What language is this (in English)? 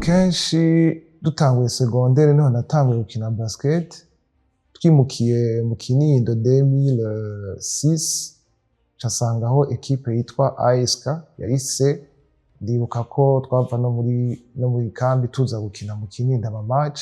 Rundi